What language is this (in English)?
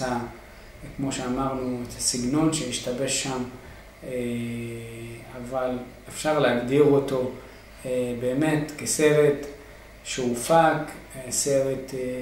Hebrew